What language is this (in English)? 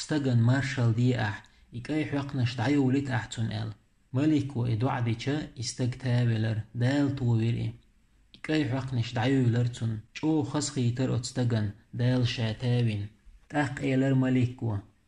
Chechen